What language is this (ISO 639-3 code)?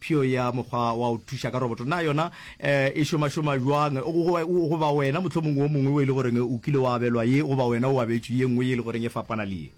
nso